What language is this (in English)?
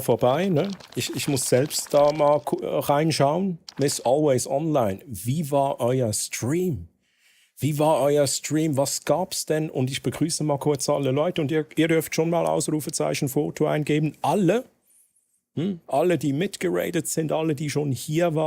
Swiss German